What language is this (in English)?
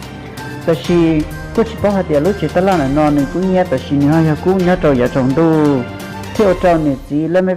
Hmong